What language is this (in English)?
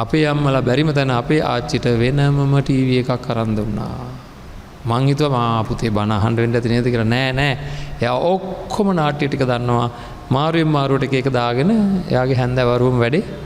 Sinhala